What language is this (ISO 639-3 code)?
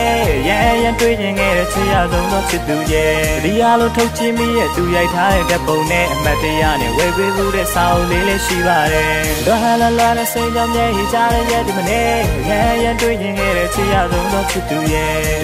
mya